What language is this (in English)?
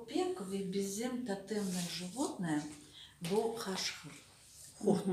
Crimean Tatar